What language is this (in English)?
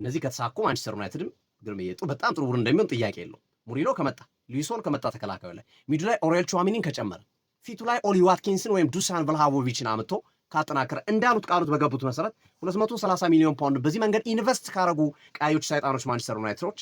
Amharic